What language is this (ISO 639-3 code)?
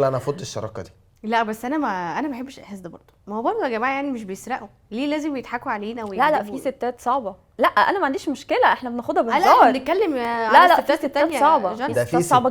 arz